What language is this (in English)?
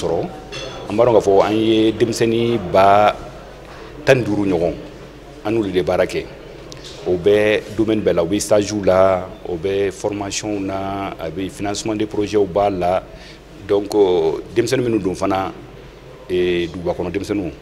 Bambara